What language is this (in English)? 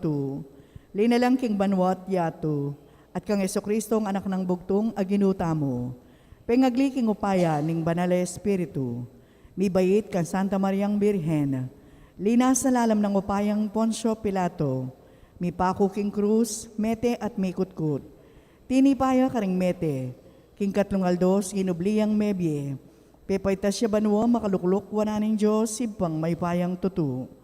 Pampanga